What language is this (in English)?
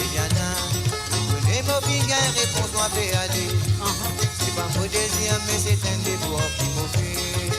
Morisyen